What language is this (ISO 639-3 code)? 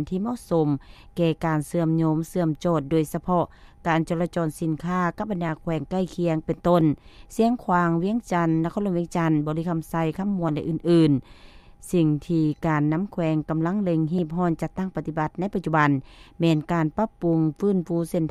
lao